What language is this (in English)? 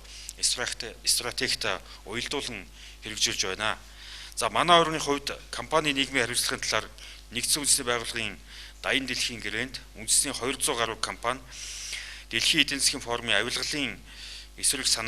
Mongolian